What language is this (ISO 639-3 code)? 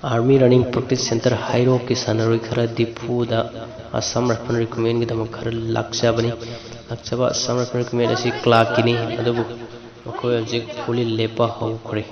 mni